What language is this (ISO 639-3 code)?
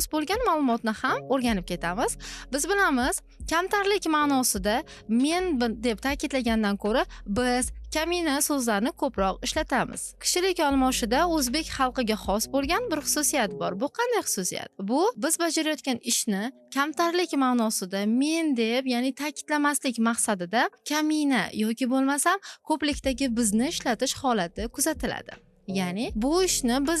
uzb